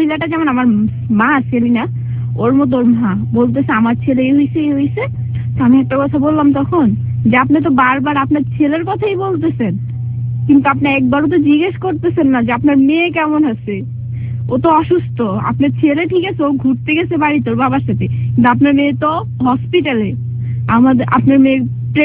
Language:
Bangla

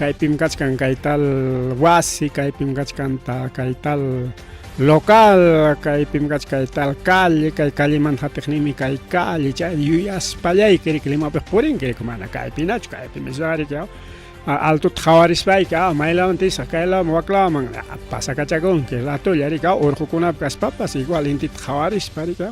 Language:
Ayacucho Quechua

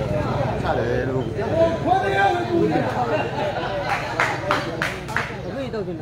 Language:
Burmese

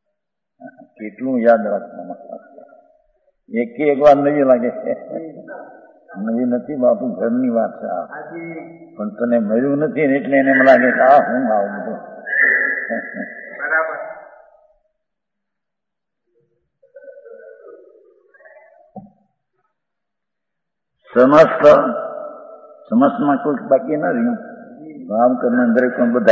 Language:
Gujarati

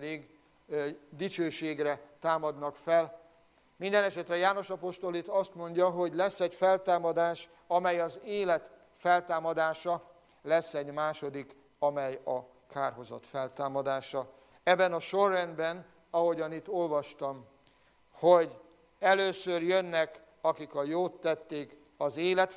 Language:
Hungarian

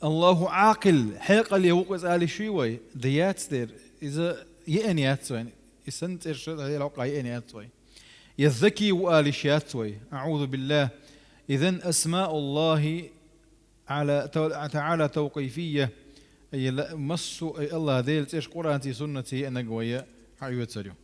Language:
Chechen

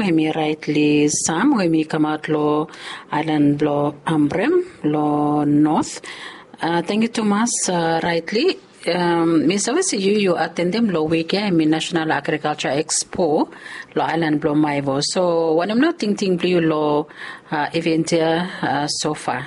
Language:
Bislama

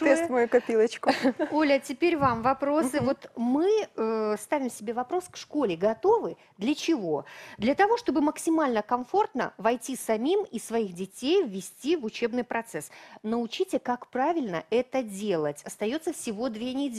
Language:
Russian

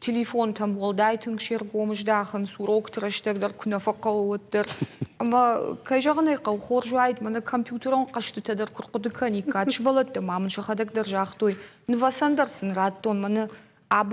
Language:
Ossetic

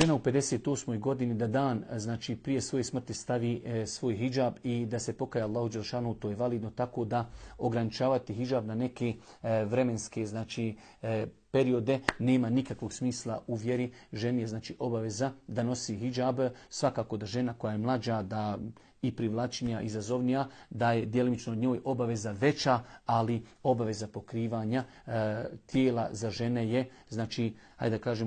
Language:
Bosnian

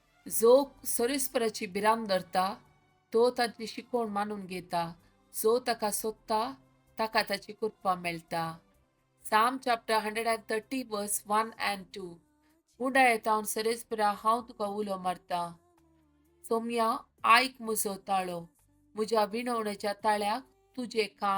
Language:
Konkani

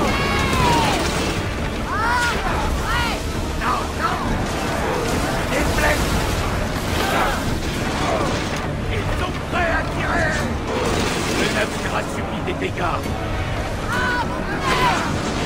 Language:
French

